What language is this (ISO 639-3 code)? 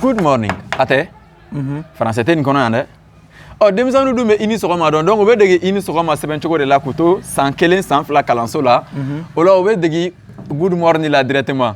bam